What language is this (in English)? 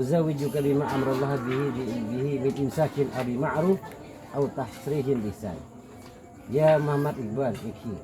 Madurese